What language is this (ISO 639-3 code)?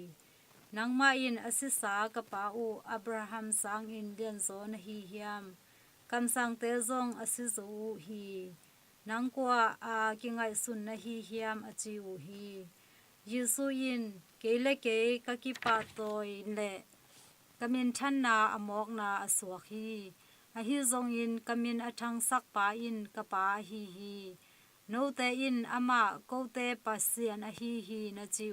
ctd